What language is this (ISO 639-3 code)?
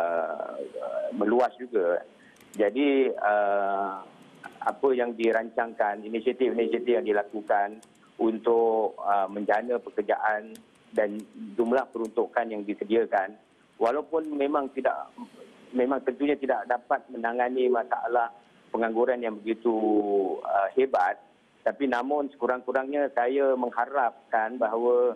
msa